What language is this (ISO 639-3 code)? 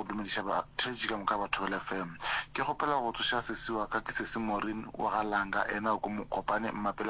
nso